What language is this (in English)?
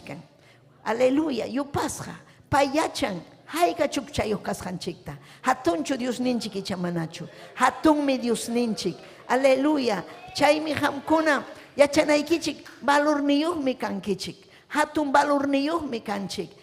Ayacucho Quechua